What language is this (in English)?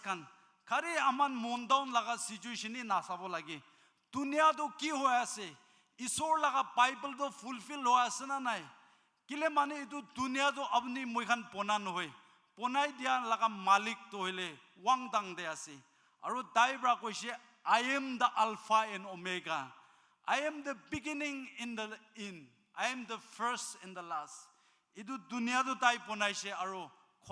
Naga Pidgin